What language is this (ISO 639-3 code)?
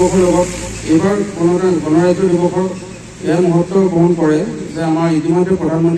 asm